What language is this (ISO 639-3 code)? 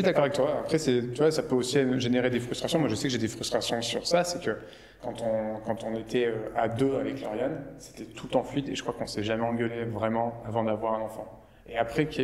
fra